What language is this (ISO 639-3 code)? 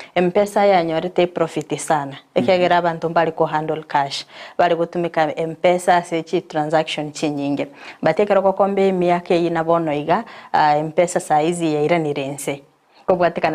guz